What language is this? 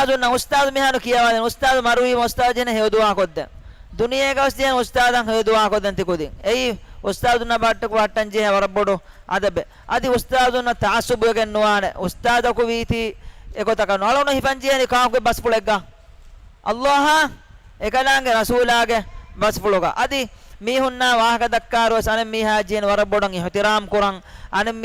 Divehi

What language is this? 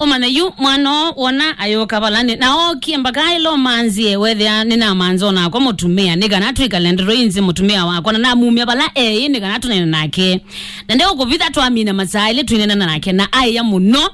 Kamba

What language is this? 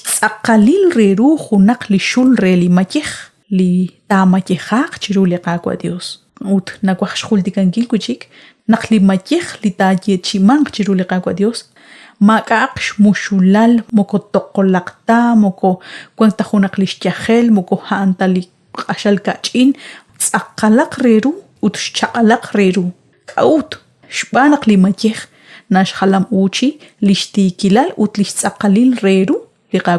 Kekchí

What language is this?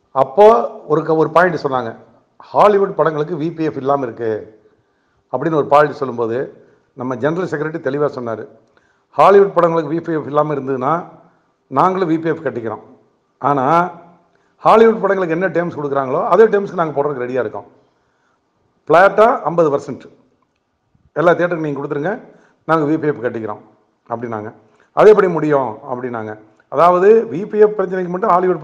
Tamil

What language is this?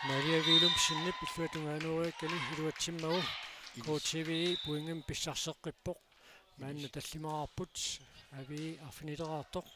Kalaallisut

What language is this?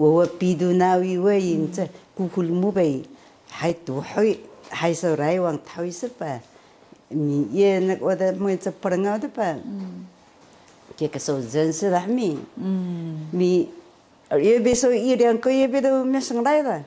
Taroko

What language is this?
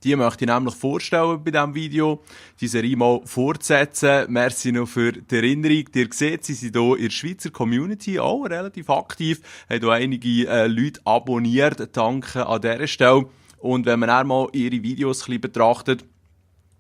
Swiss German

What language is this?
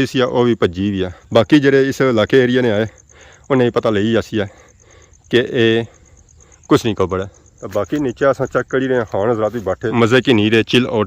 Pahari-Potwari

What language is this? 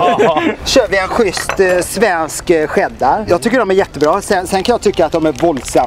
Swedish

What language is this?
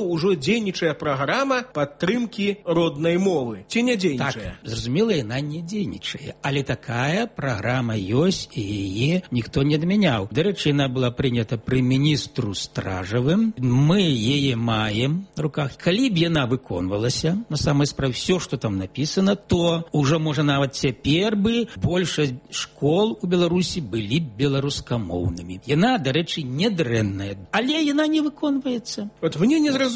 Belarusian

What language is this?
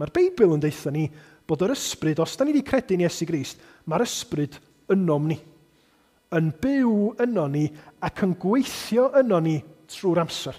Welsh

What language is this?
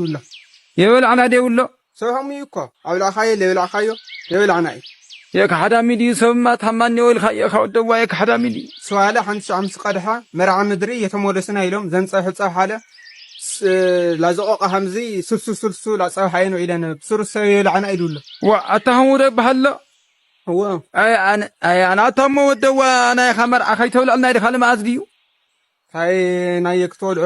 Tigrinya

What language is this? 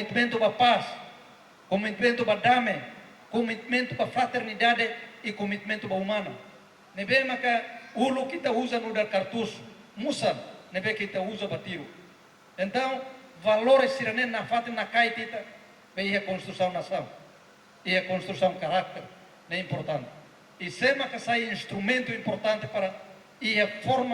Tetum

